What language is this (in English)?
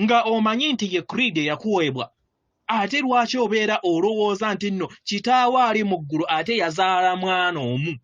Ganda